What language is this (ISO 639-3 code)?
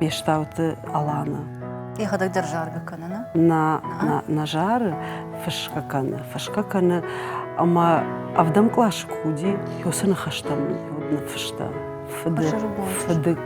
oss